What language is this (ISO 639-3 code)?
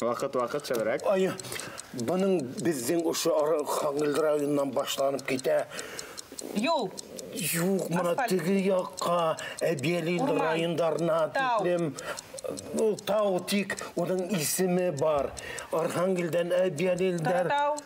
bak